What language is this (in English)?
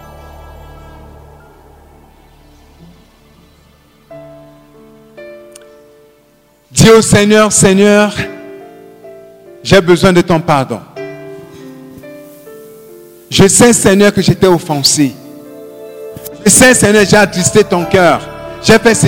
French